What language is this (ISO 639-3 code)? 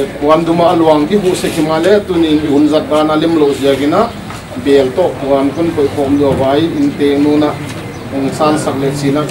pck